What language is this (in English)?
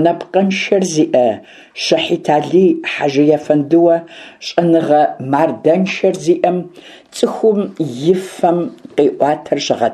Kabardian